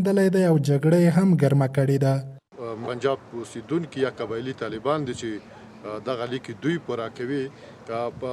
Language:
Pashto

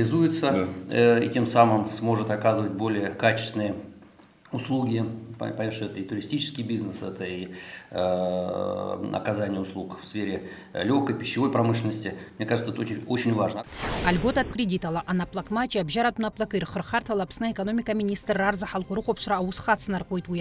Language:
Abkhazian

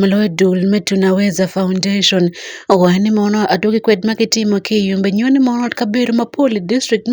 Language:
Acoli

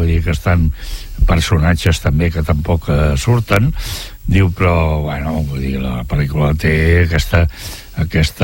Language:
Catalan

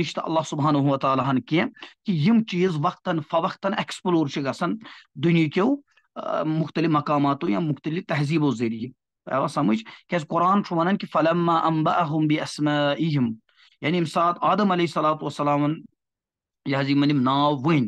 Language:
Kashmiri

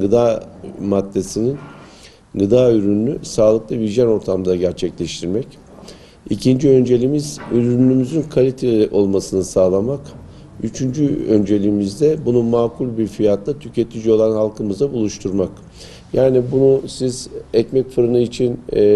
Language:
Turkish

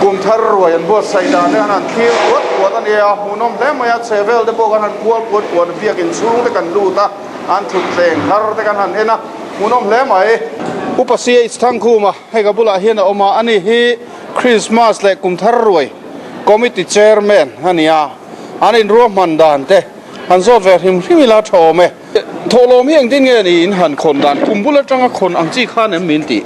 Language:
Mizo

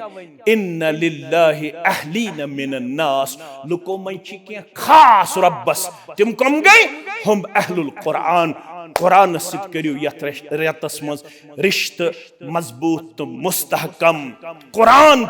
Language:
Kashmiri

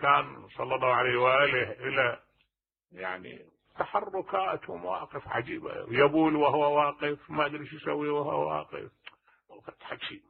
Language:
Mesopotamian Arabic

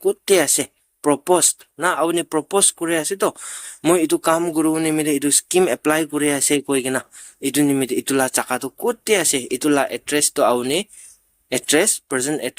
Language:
Naga Pidgin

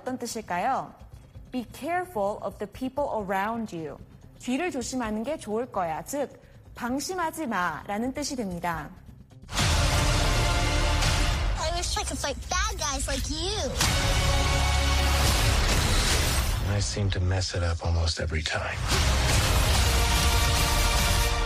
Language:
Korean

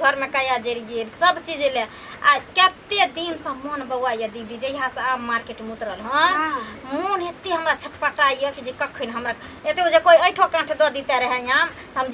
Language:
Maithili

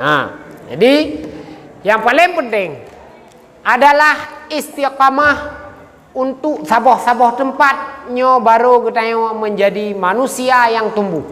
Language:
Achinese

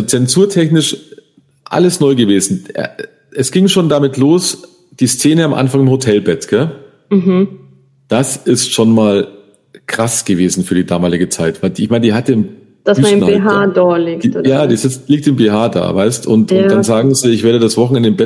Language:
German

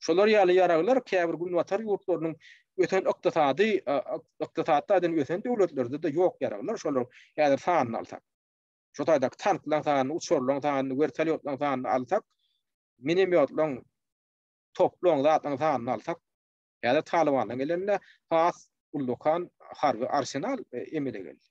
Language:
Turkmen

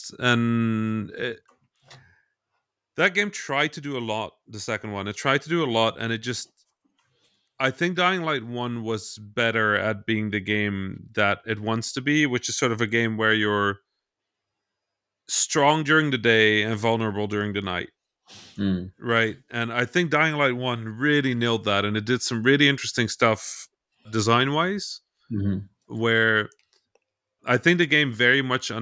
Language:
English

